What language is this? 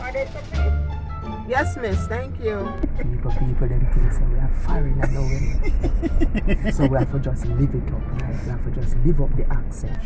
Jamaican Creole English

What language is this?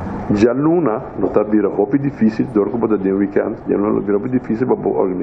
Papiamento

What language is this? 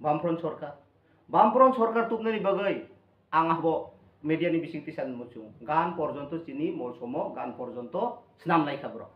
Kok Borok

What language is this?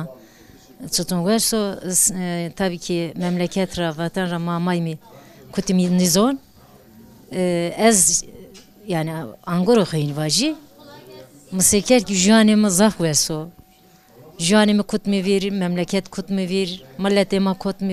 Zaza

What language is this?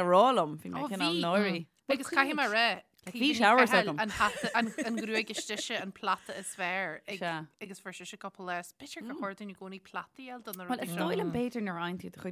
Irish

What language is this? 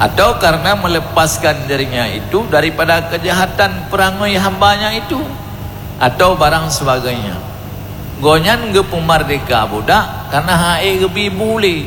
Achinese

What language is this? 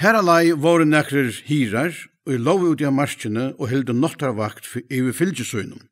Faroese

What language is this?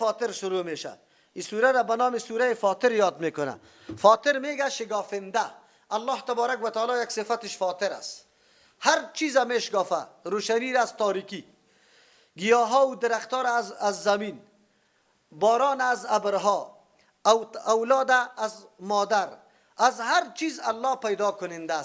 Persian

